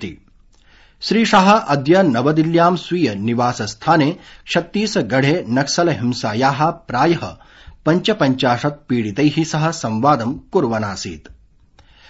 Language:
Sanskrit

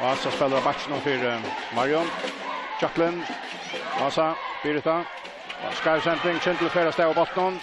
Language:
Faroese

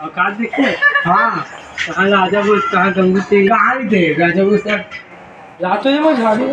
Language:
Chhattisgarhi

